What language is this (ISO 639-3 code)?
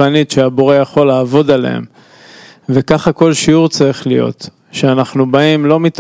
heb